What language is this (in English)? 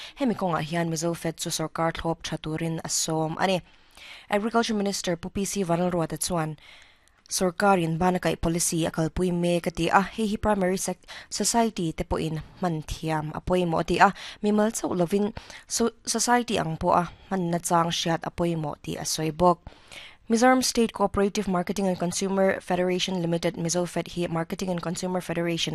Mizo